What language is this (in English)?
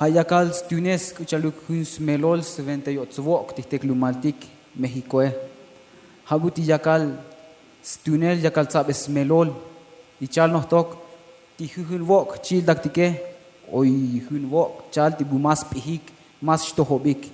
Tzotzil